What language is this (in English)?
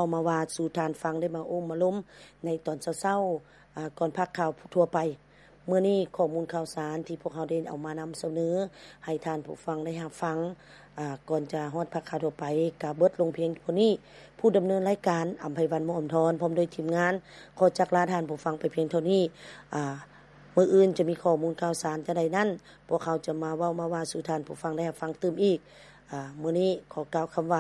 Lao